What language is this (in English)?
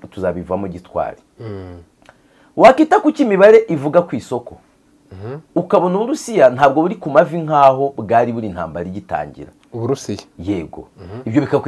Kinyarwanda